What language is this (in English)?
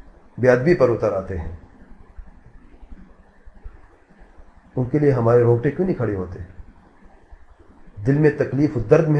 Urdu